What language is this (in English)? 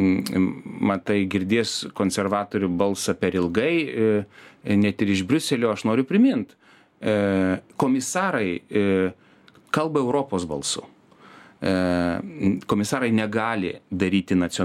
Lithuanian